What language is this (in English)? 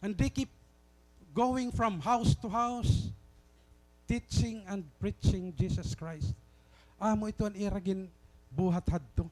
Waray